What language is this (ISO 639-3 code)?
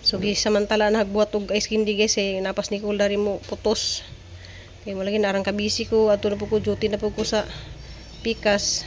ceb